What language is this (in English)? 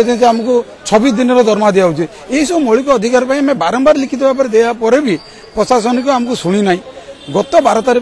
Odia